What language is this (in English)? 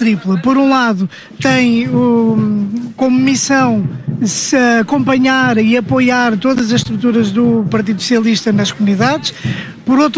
Portuguese